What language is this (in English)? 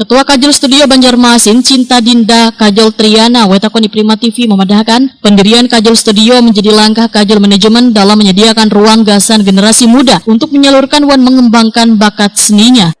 Banjar